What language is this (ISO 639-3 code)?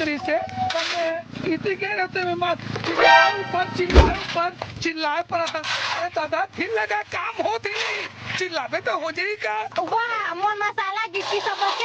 hne